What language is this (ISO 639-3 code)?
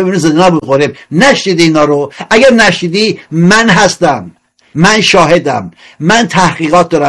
fas